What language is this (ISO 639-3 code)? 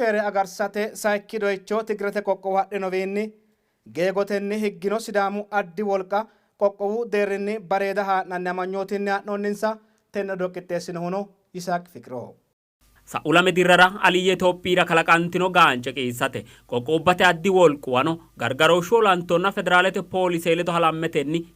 sid